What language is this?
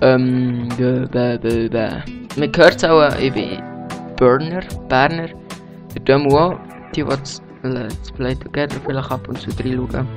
Swiss German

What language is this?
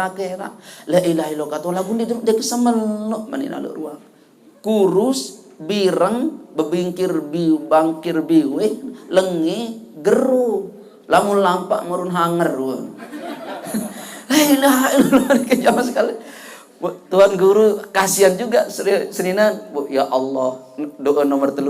Sasak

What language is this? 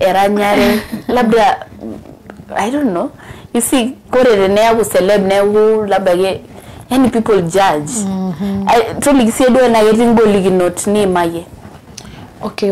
Masai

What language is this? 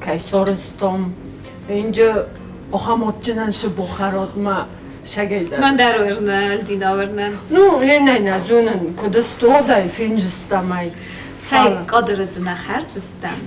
Ossetic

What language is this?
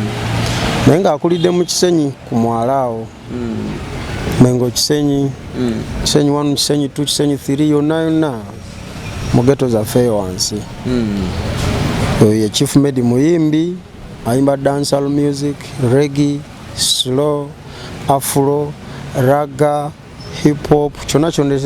Ganda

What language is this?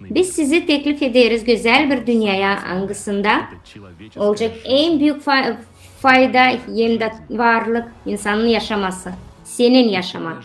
Gagauz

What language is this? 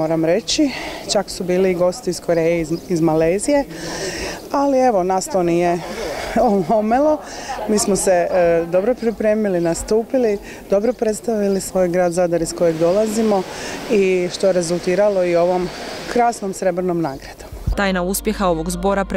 Croatian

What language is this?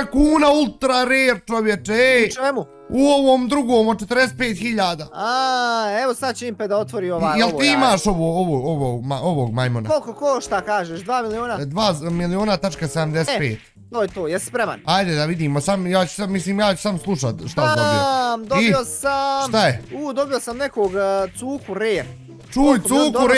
Bosnian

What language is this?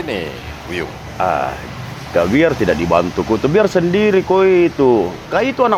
Makassar Malay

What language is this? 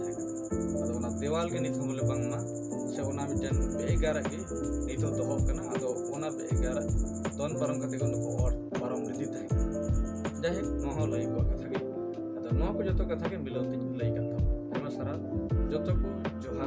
Santali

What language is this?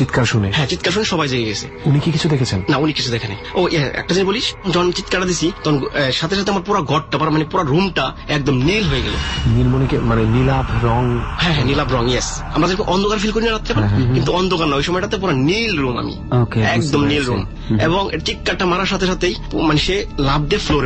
Bangla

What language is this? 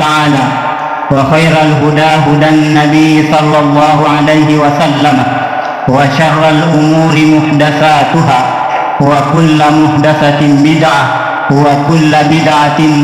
Buginese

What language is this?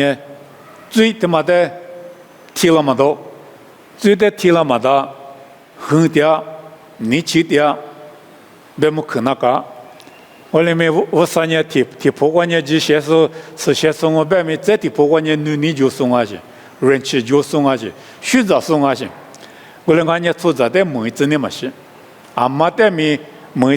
Lisu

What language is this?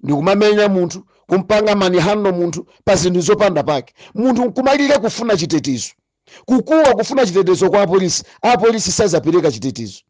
Nyanja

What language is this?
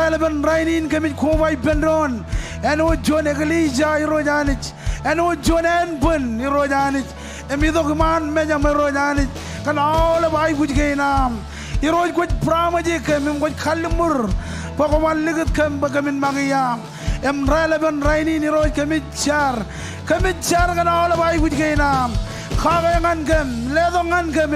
Marshallese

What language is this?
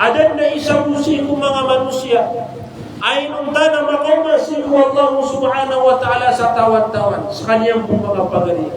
Maranao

